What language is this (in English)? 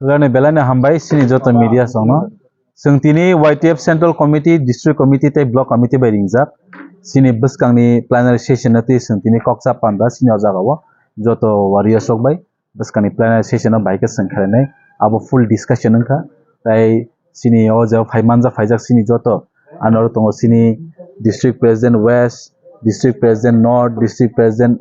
Kok Borok